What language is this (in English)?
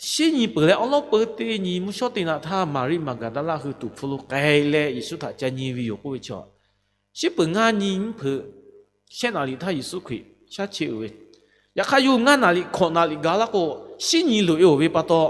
Lahu